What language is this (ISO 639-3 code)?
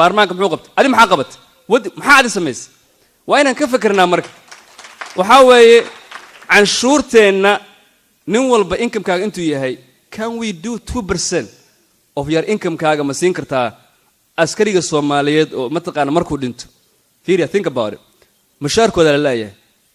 som